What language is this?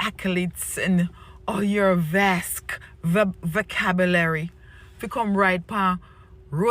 Jamaican Creole English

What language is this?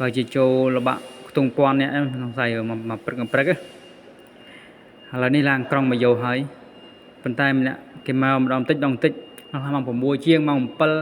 Khmer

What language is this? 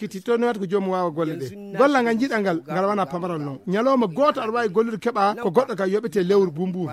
Fula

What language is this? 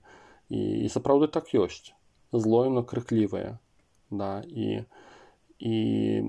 Belarusian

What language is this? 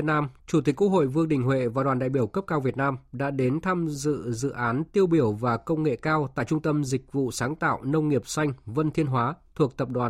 Vietnamese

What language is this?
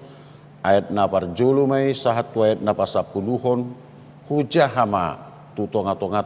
Batak Toba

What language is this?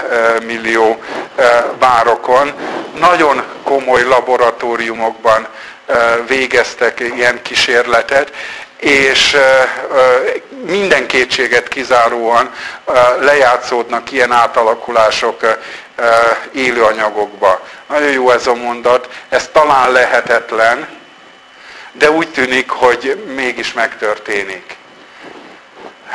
Hungarian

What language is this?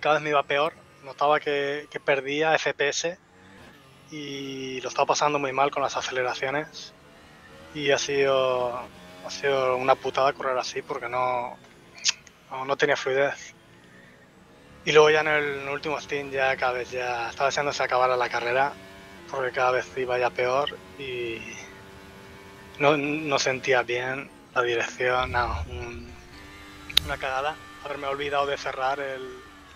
Spanish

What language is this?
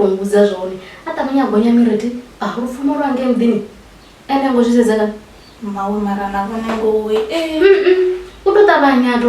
Venda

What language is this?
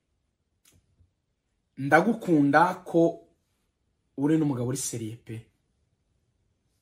Kinyarwanda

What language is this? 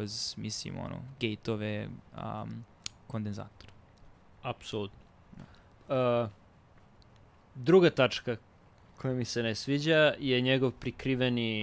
Serbian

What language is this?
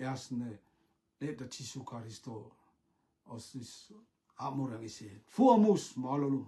Rotuman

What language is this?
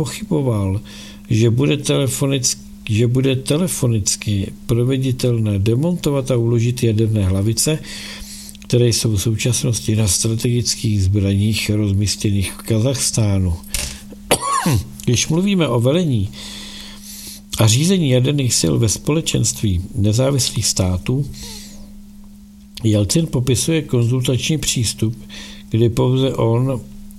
Czech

